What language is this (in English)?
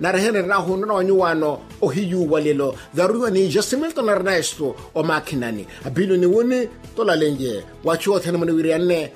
Makhuwa